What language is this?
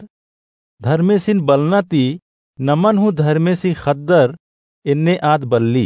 Kurukh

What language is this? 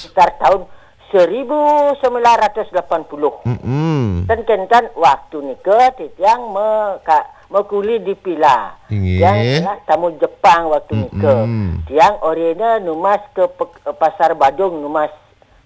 Balinese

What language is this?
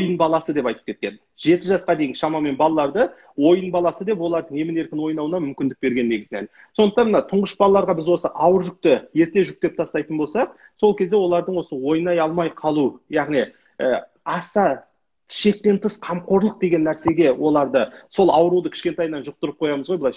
Kazakh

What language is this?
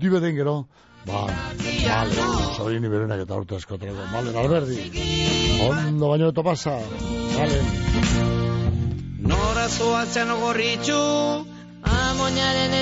Basque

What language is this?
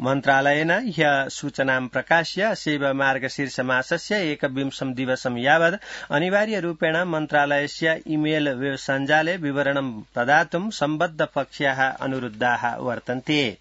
Sanskrit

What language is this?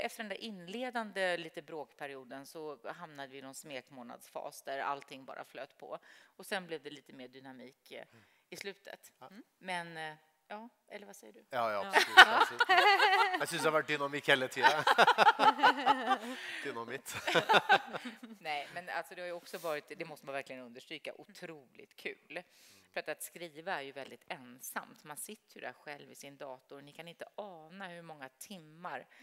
Swedish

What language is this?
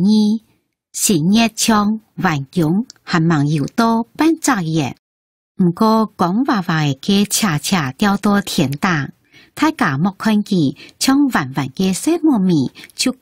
Hakka Chinese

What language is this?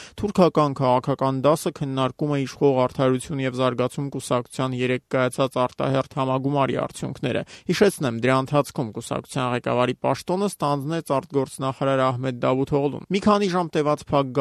Armenian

